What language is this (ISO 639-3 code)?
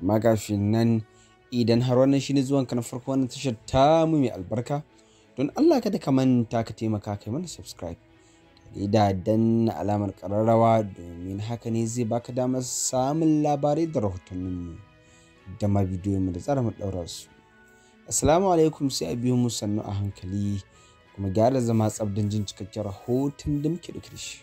hau